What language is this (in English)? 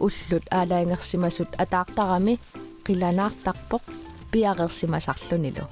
Kalaallisut